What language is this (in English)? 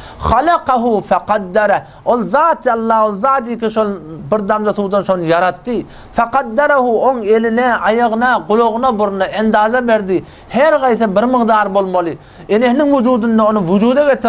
Turkmen